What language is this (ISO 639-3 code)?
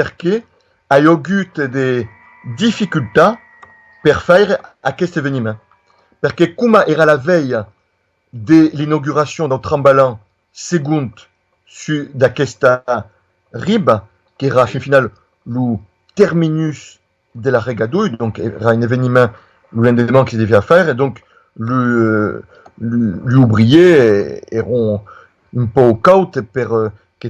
oci